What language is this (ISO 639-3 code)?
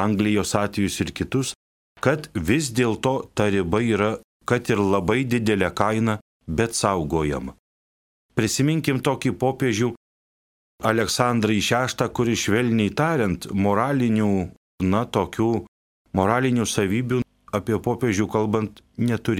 lit